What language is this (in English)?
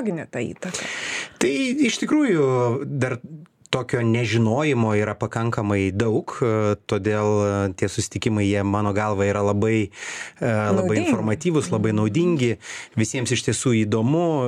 Lithuanian